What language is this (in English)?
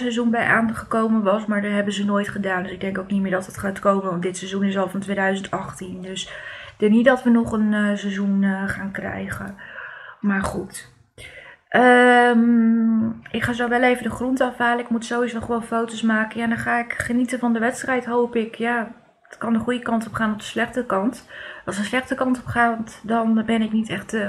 Dutch